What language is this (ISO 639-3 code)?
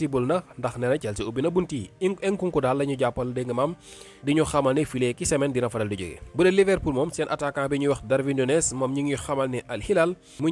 wol